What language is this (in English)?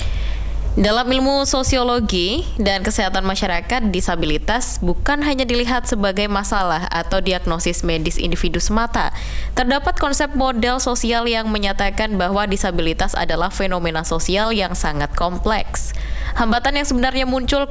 Indonesian